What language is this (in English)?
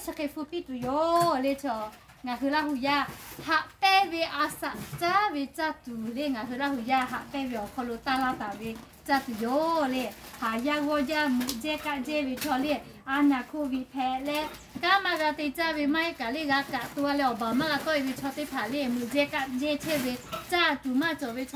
Lahu